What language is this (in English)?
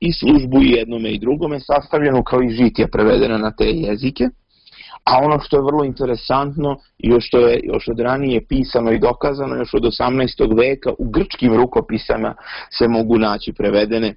Serbian